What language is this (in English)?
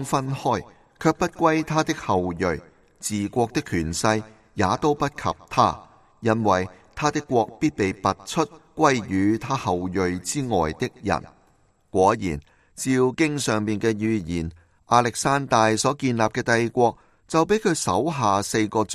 Cantonese